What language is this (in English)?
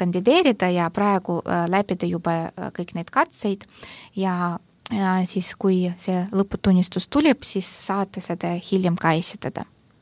Estonian